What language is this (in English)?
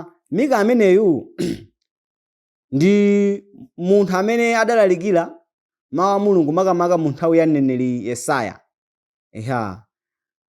Nyanja